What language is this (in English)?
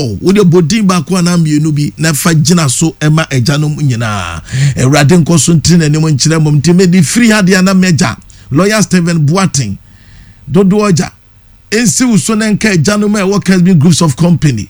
Akan